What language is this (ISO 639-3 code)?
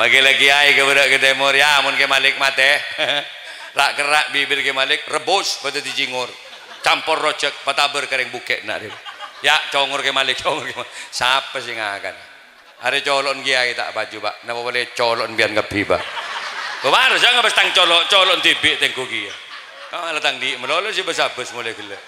mad